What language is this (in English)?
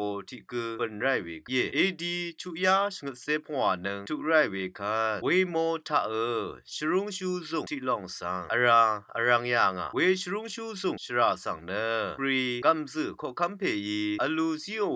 Rawang